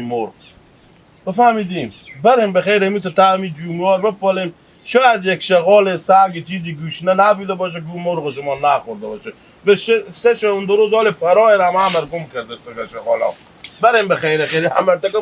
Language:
Hazaragi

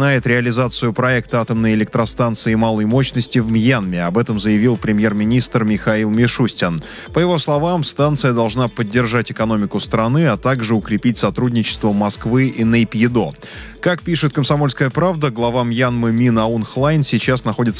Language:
Russian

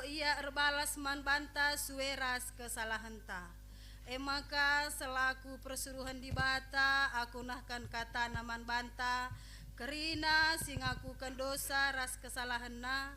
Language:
Batak Karo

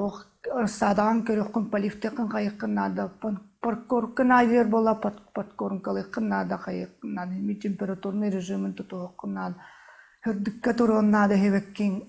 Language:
Yakut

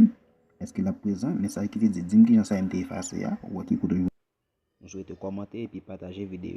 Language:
Haitian Creole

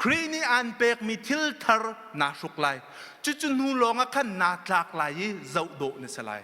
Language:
Hakha Chin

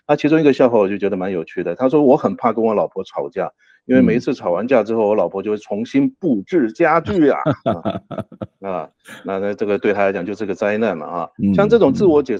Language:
Chinese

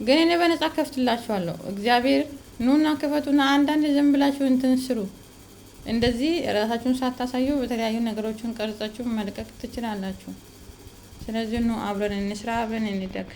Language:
Amharic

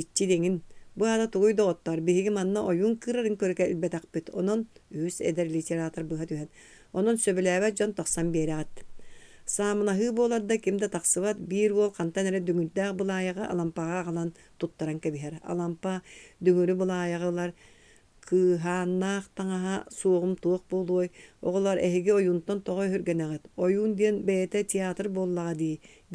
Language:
Yakut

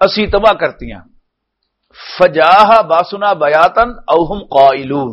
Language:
Western Panjabi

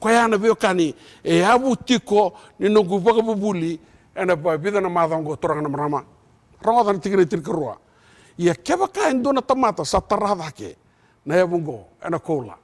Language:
Fijian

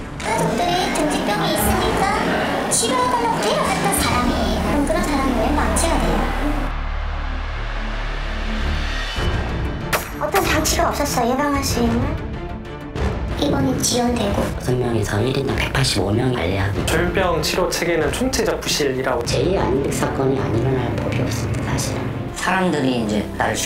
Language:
Korean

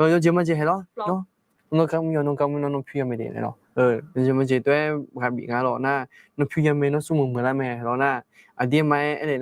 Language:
Akha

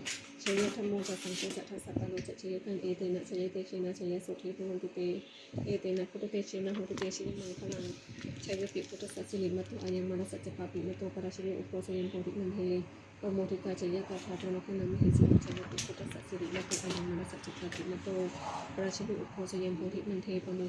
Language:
Pali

